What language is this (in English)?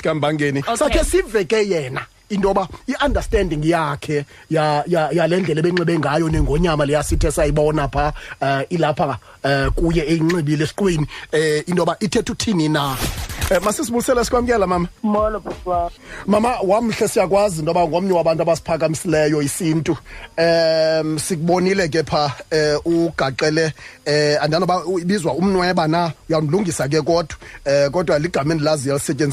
Xhosa